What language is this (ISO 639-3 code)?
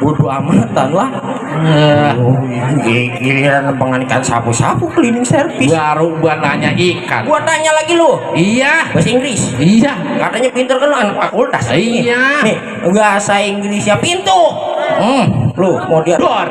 bew